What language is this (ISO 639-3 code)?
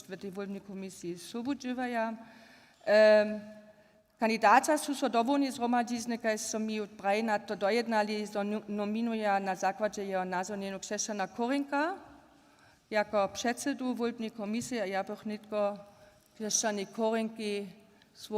hsb